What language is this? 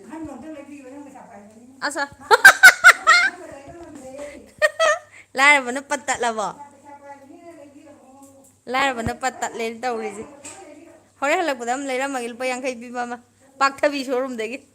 Manipuri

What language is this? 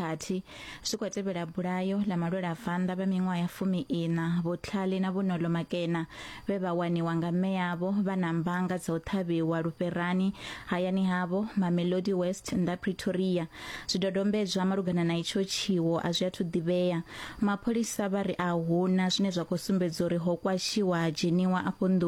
Venda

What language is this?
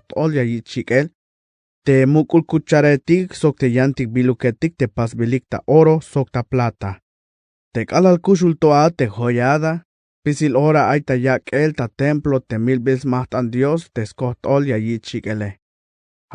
Tzeltal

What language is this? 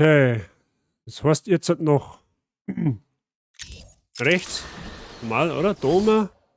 Bavarian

